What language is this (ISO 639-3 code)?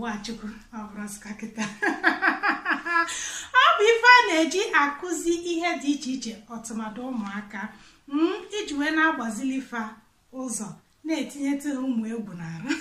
ibo